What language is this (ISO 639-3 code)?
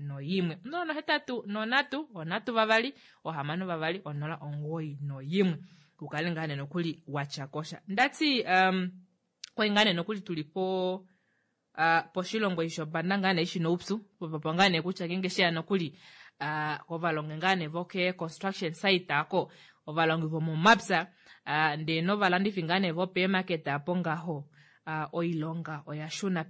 kua